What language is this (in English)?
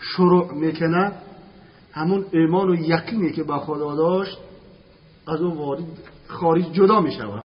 Tajik